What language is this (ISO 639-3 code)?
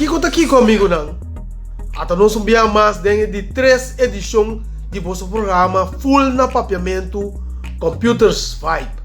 pap